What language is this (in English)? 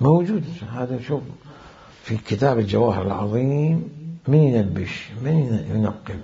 Mesopotamian Arabic